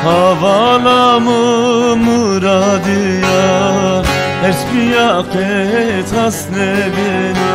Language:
Zaza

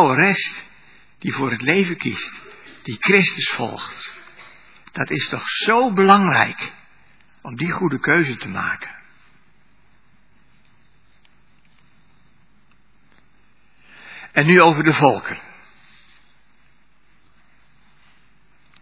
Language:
Dutch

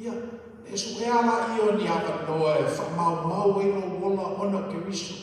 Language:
Samoan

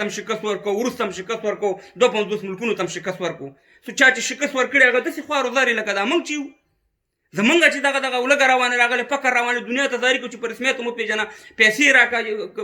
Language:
Pashto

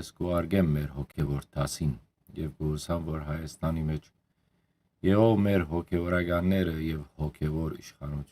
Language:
Western Armenian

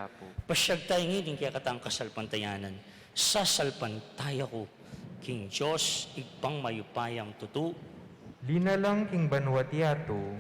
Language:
Pampanga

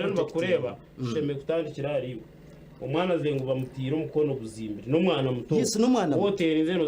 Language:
Nyankole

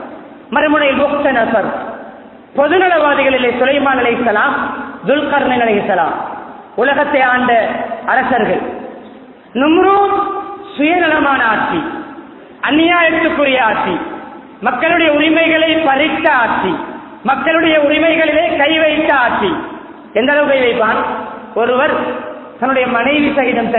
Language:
Tamil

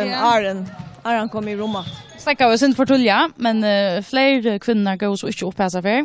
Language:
Faroese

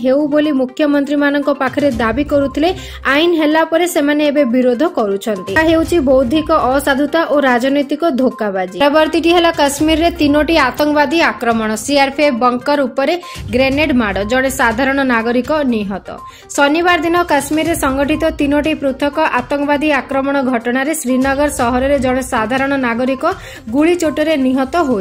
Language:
Odia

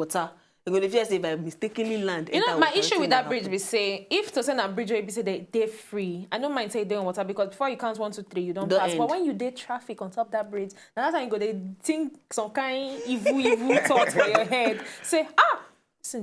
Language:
Nigerian Pidgin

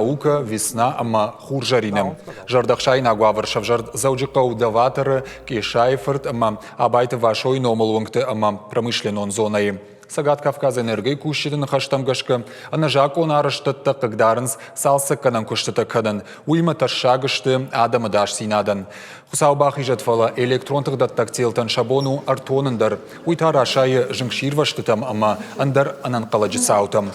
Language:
Ossetic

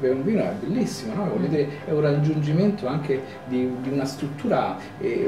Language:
Italian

